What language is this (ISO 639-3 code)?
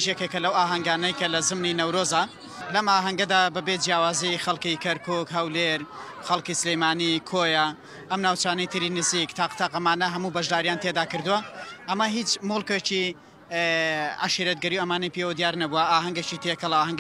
ckb